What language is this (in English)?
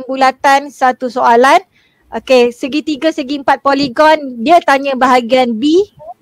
Malay